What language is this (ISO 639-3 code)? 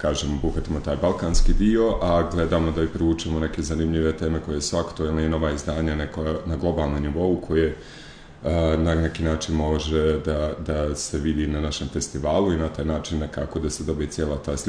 srp